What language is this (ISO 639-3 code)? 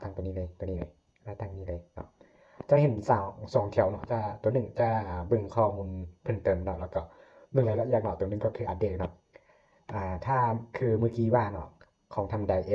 lao